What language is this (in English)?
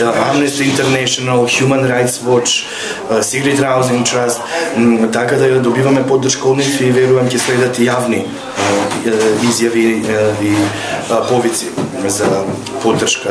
Macedonian